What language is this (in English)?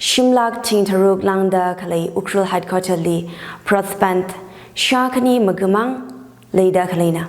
Tangkhul Naga (India)